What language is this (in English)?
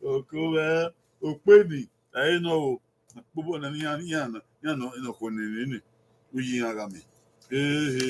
Bini